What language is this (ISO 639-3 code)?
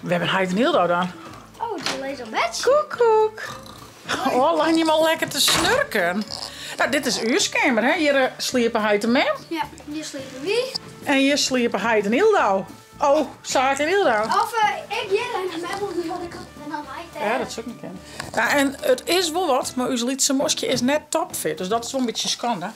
fry